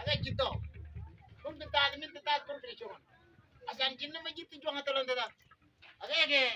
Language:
Mabaan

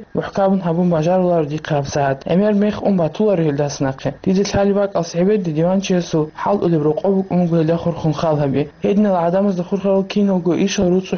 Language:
Avaric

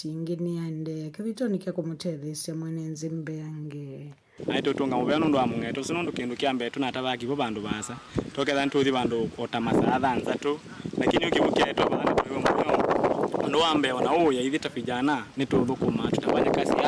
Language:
Kamba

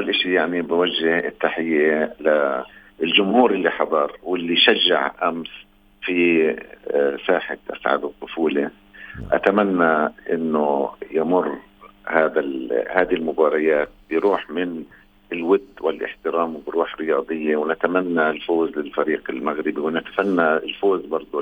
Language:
North Levantine Arabic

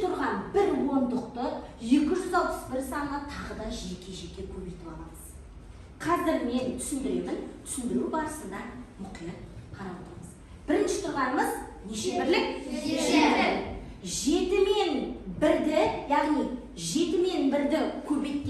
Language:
Kazakh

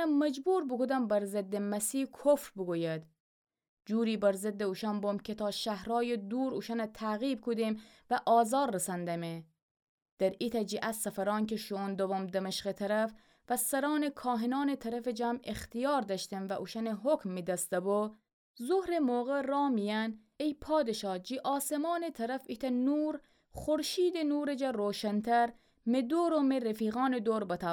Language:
Gilaki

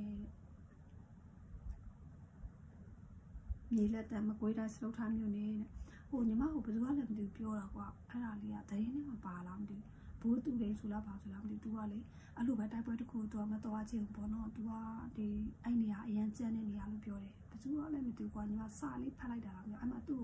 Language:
Burmese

